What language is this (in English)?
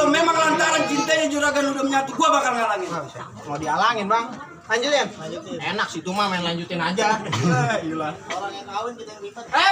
Betawi